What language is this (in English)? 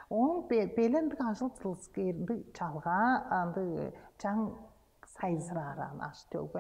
Tuvinian